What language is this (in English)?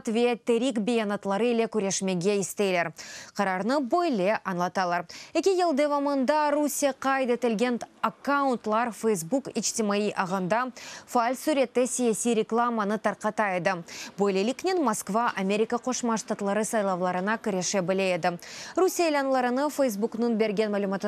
Crimean Tatar